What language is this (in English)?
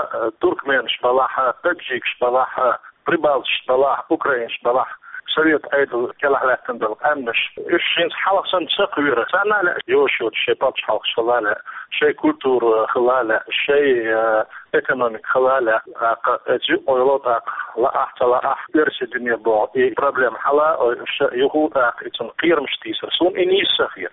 Chechen